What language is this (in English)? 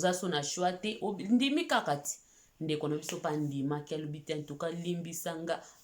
Lingala